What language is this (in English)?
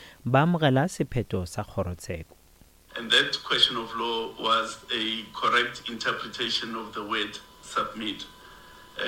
Northern Sotho